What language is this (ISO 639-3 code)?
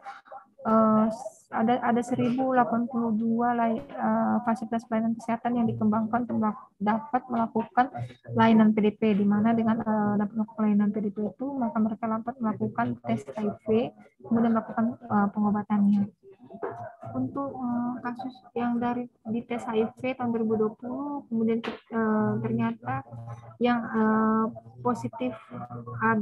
ind